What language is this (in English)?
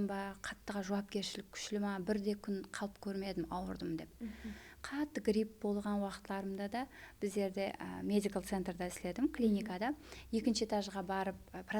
Kara-Kalpak